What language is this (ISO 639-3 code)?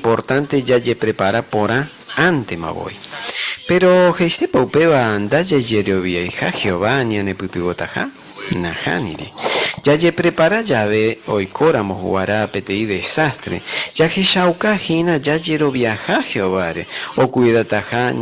grn